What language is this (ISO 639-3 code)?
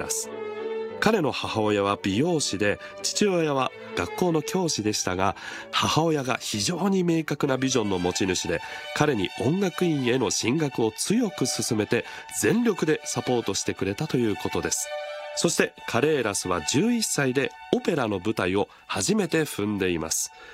jpn